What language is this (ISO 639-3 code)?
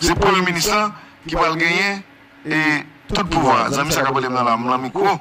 hat